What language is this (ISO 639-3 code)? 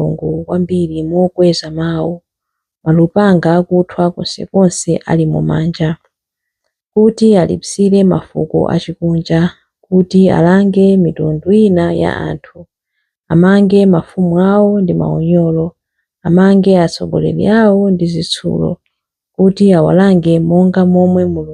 nya